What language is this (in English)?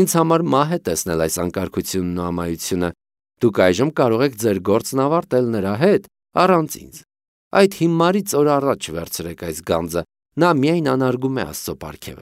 Armenian